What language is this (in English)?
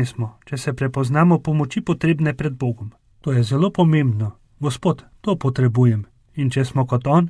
Slovenian